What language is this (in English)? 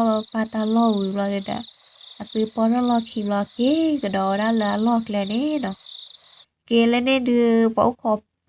S'gaw Karen